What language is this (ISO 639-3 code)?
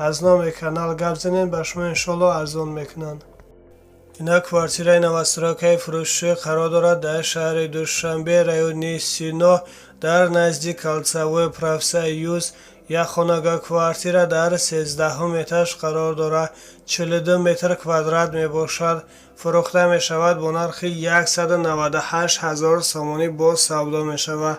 tgk